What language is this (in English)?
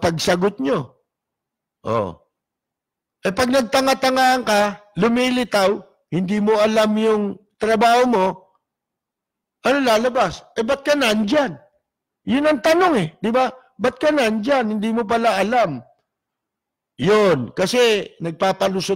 Filipino